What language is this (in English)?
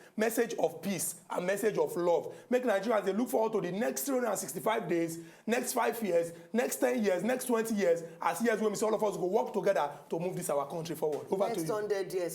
Nigerian Pidgin